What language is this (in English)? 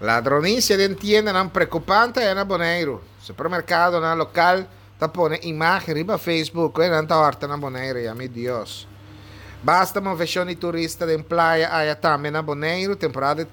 Papiamento